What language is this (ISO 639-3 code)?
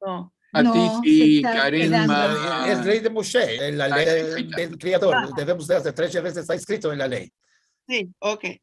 lad